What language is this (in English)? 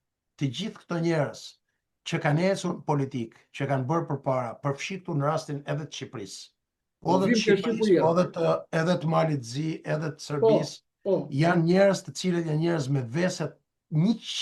Albanian